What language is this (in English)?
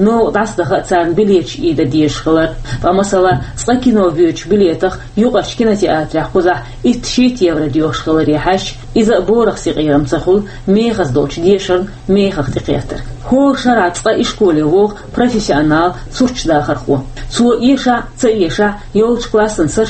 Chechen